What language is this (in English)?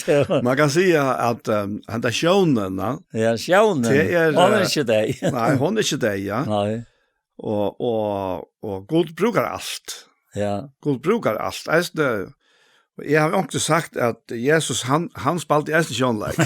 Faroese